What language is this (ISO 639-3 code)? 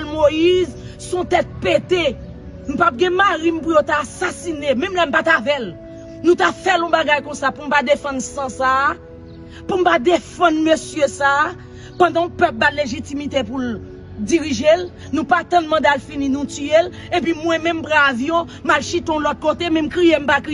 hat